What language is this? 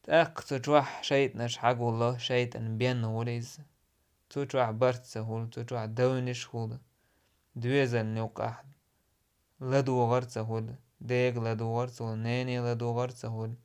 Chechen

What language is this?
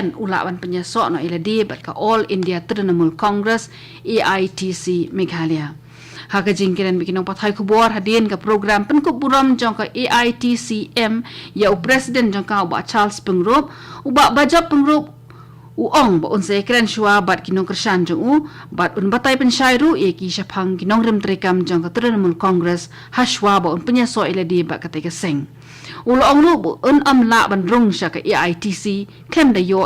Khasi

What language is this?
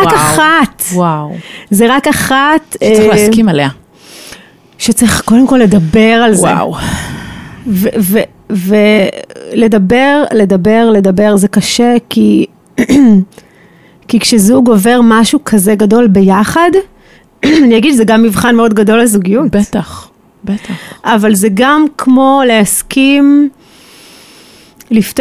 Hebrew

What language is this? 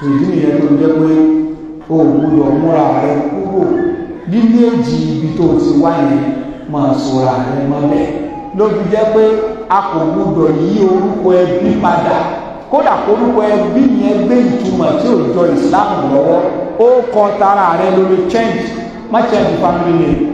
Yoruba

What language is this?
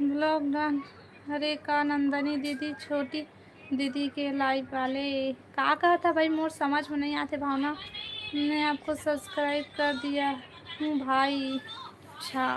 Chhattisgarhi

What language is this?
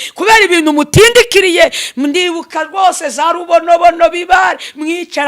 Kinyarwanda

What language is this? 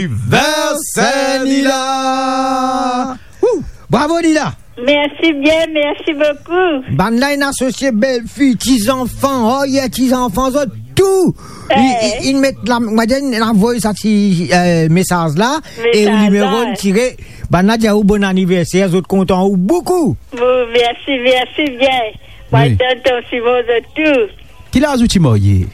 Morisyen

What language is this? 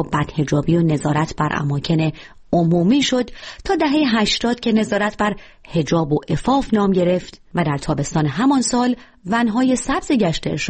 Persian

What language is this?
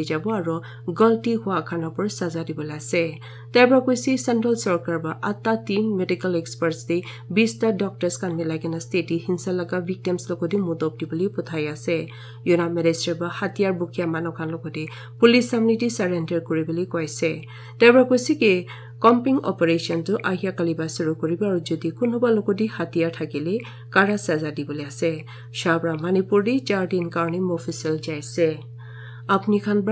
Naga Pidgin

